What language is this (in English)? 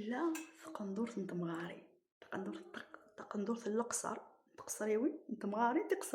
Kabyle